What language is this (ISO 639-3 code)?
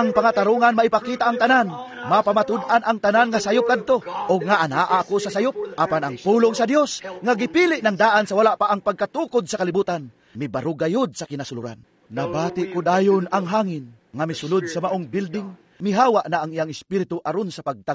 ceb